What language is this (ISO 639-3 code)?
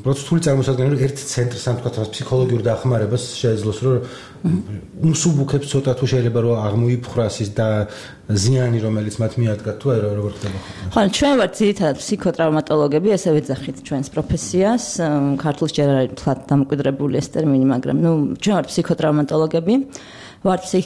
kat